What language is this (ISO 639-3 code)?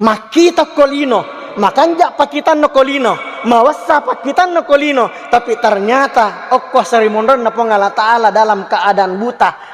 bug